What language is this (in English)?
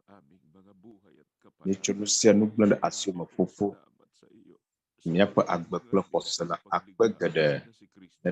Ewe